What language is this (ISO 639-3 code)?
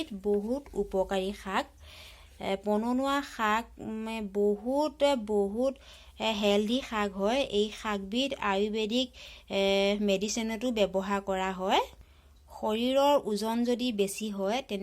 asm